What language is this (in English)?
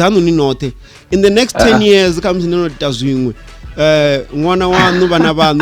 Venda